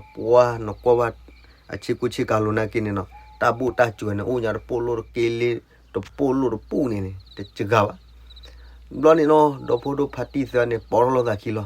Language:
S'gaw Karen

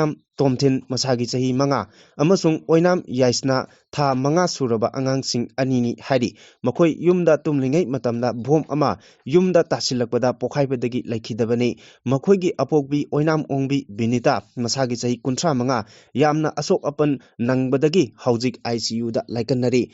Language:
Manipuri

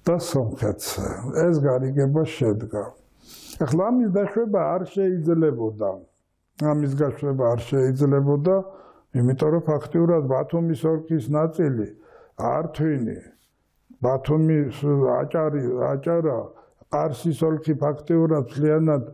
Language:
Georgian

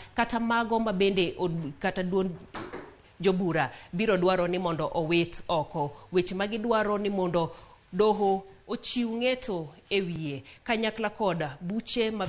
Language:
Luo (Kenya and Tanzania)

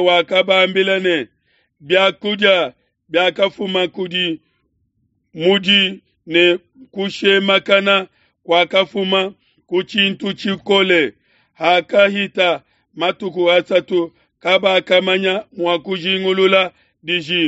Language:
Luba-Lulua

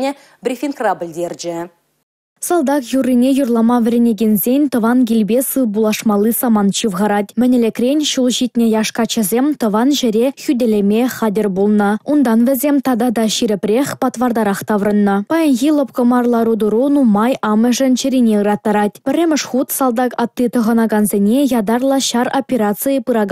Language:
Chuvash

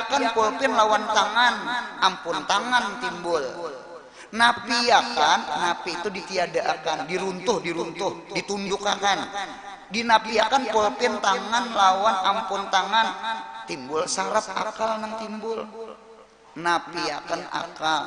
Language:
Banjar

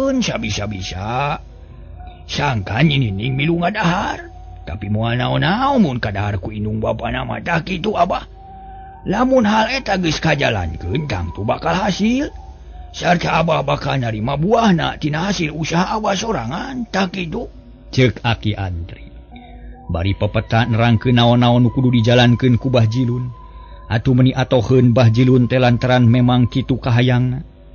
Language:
Sundanese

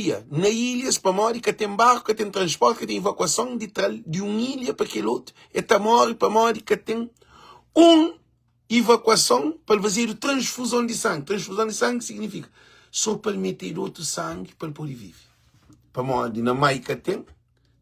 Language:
Kabuverdianu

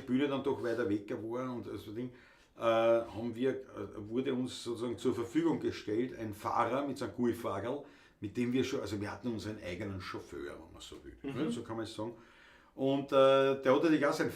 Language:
Bavarian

